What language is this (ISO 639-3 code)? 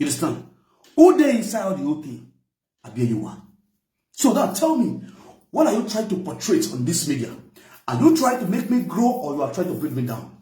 pcm